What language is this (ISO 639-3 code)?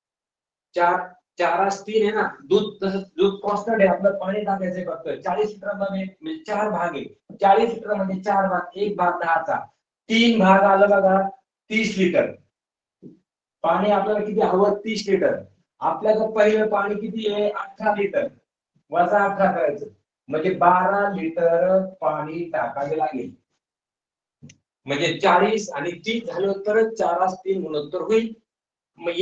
mar